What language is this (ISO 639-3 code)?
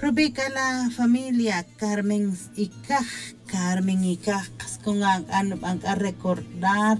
tzj